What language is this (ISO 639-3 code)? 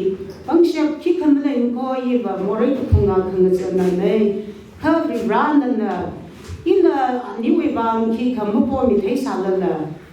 nmf